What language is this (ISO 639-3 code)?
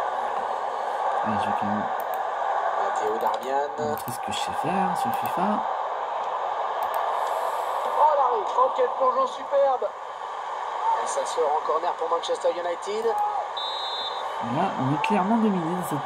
fra